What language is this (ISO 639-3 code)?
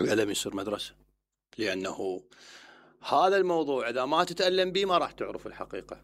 acm